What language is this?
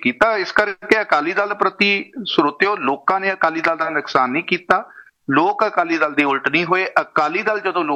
Punjabi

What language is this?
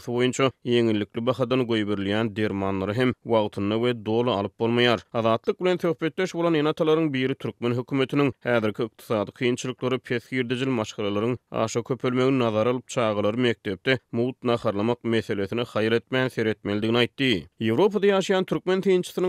Turkmen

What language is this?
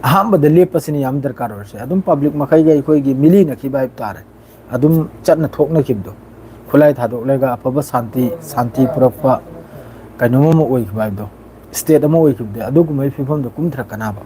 Manipuri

